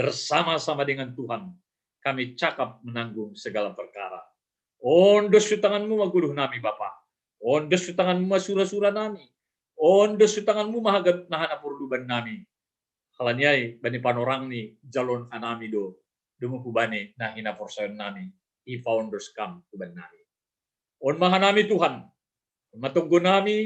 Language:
Batak Simalungun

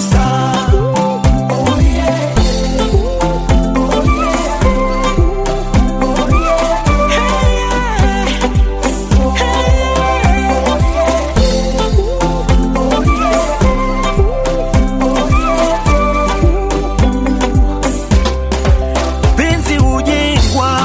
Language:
Swahili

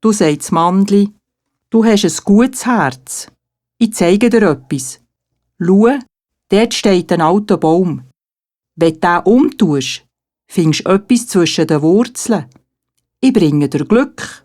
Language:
Swiss German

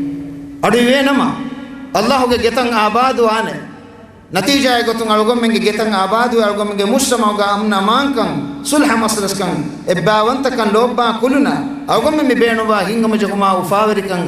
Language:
Divehi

